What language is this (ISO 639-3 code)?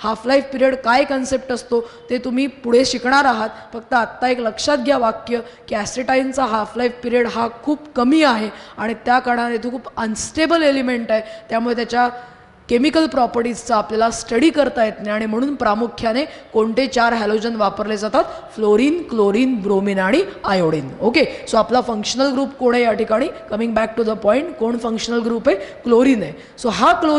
mar